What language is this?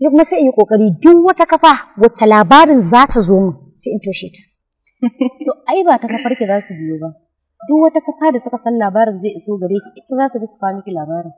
Hausa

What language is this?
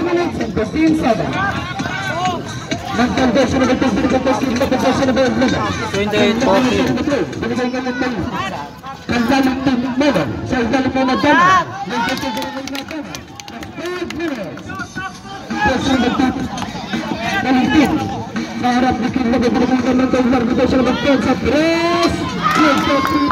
Filipino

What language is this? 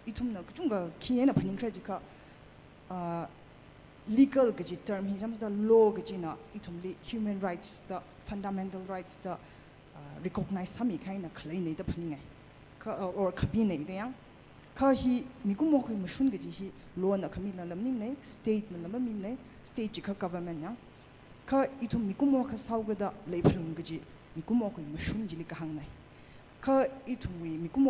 Tangkhul Naga (India)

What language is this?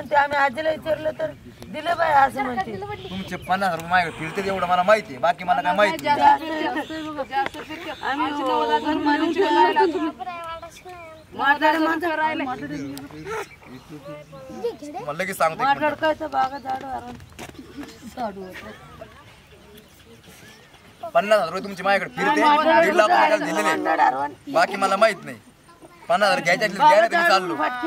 Marathi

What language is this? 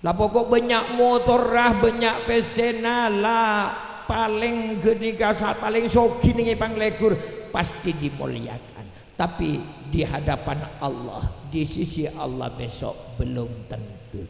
Madurese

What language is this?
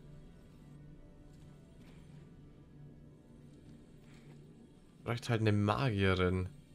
German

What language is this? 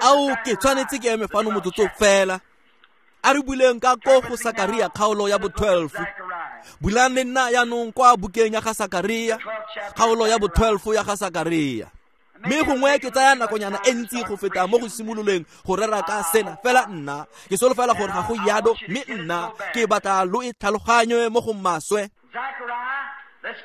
Tswana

